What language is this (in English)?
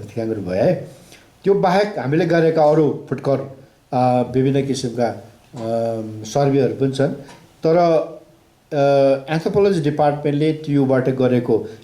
Nepali